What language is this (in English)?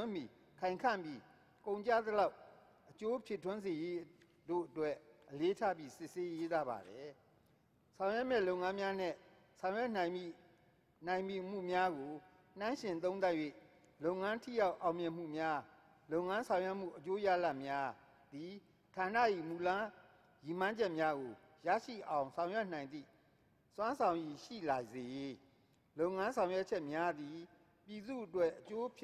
Burmese